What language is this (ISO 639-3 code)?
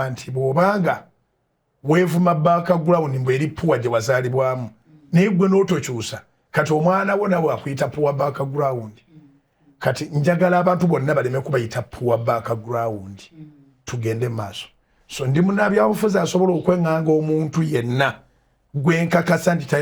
lug